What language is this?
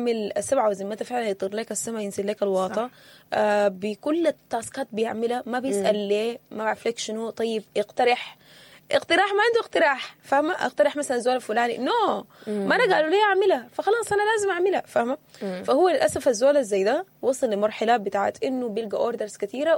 Sudanese Arabic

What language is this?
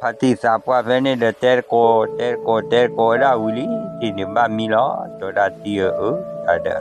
S'gaw Karen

